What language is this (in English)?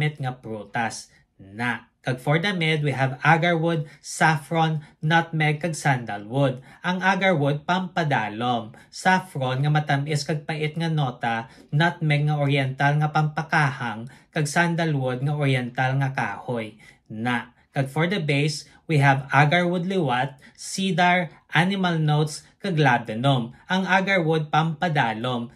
Hiligaynon